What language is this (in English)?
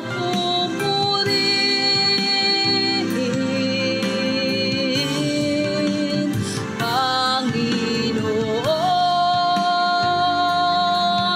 Filipino